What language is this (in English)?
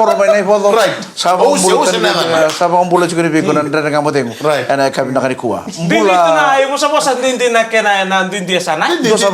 Fijian